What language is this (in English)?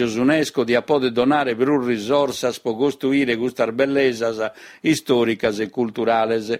Sardinian